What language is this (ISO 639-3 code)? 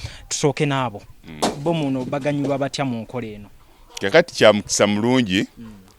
lug